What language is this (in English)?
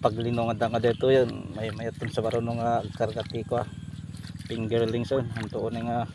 Iloko